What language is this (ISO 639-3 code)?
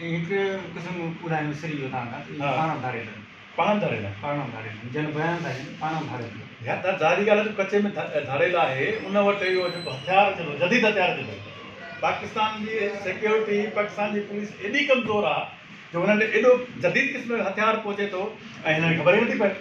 snd